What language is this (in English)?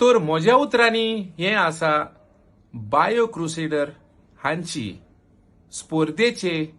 Konkani